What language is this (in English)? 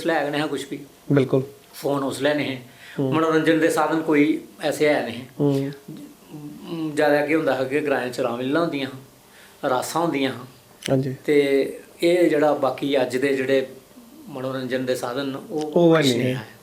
Dogri